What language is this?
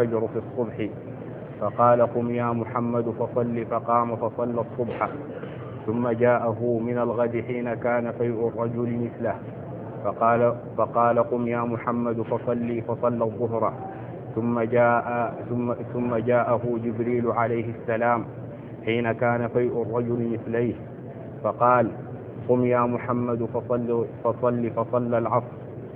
Arabic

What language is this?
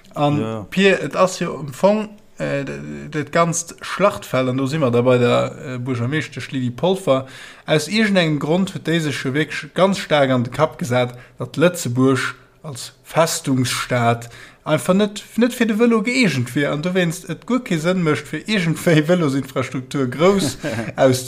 Luxembourgish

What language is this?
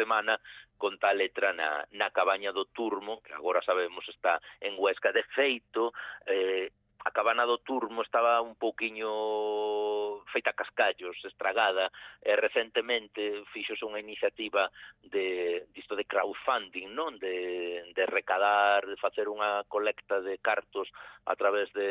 Galician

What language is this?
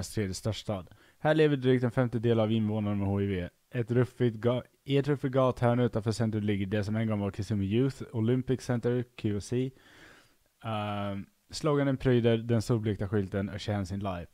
Swedish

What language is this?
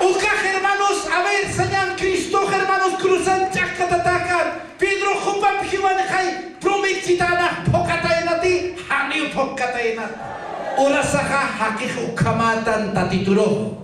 Aymara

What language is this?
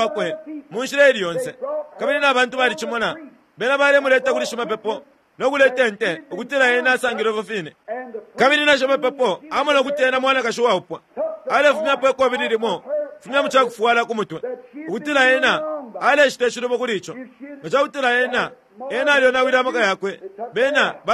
Bemba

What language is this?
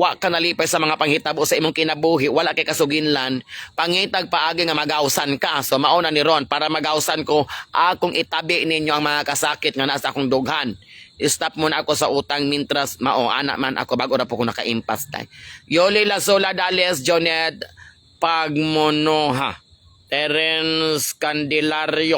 Cebuano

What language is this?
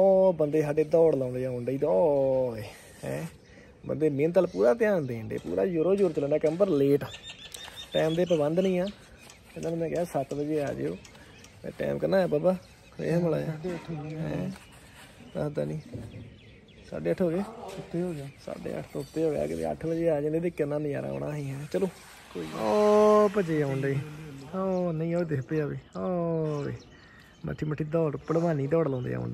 Punjabi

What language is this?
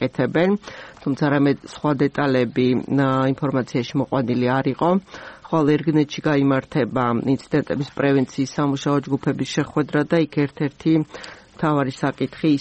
Georgian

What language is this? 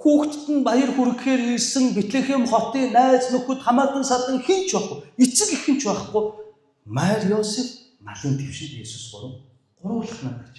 Mongolian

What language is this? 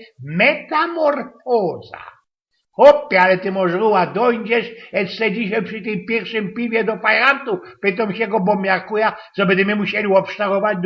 Silesian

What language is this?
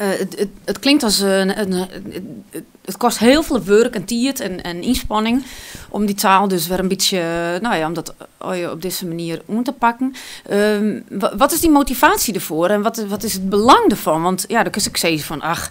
Western Frisian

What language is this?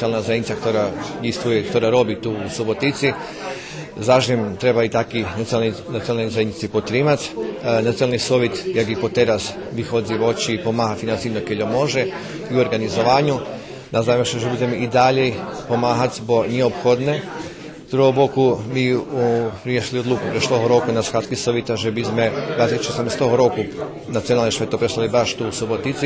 Rusyn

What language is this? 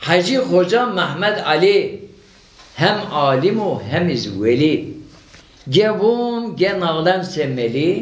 Zaza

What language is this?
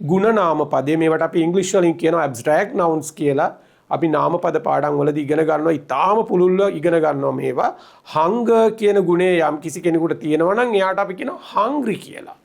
Sinhala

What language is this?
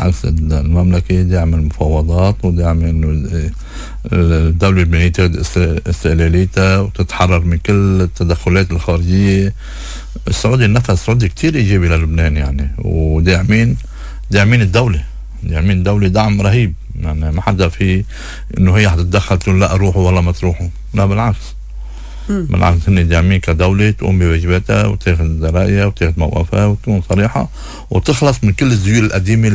North Levantine Arabic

